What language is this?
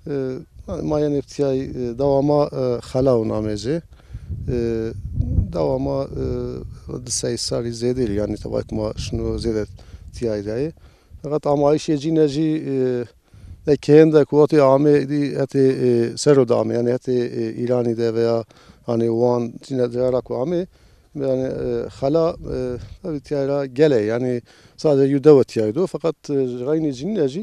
Zaza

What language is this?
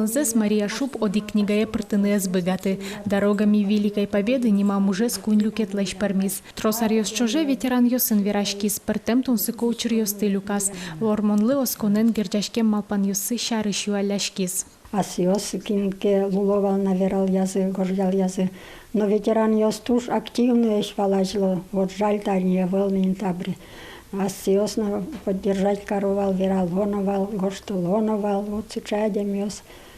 Udmurt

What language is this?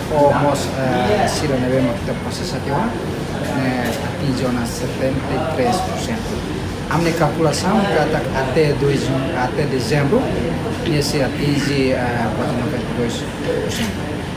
Tetum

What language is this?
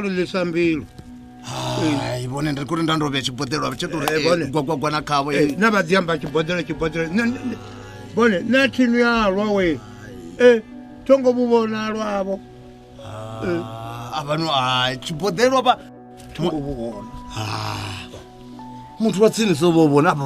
Venda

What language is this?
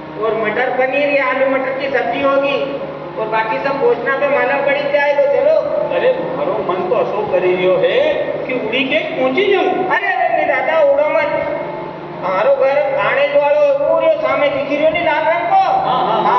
Rajasthani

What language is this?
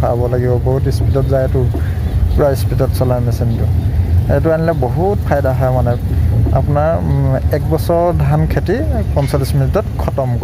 Assamese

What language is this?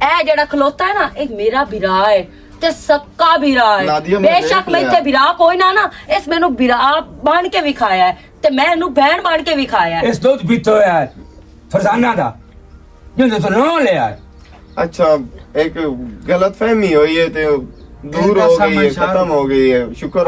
Western Panjabi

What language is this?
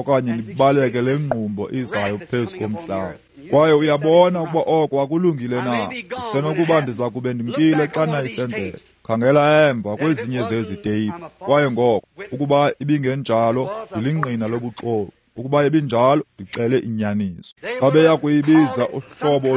Xhosa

